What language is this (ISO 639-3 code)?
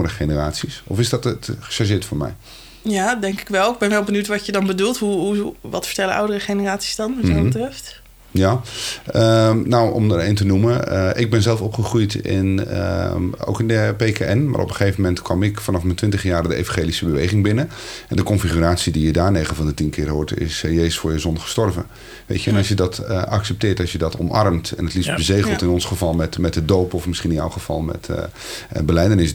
nld